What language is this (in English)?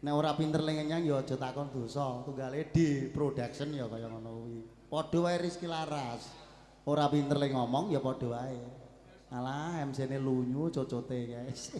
Javanese